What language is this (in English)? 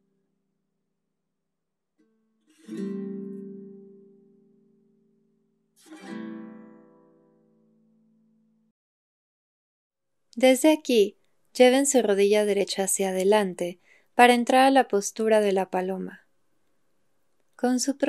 Spanish